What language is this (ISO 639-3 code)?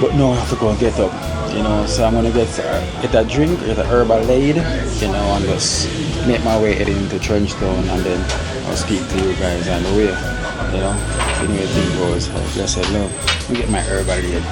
jam